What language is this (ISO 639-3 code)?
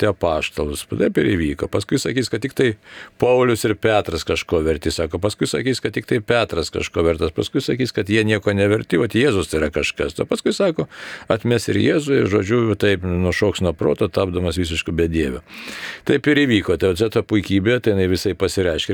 lit